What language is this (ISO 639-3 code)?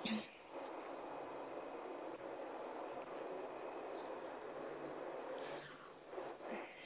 est